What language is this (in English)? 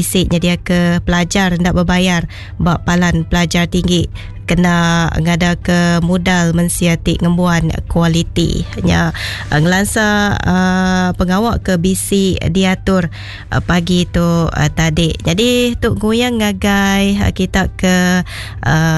Iban